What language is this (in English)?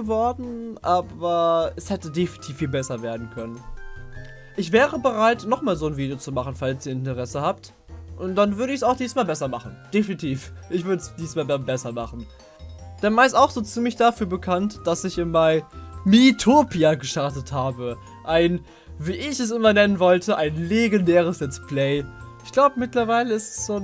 German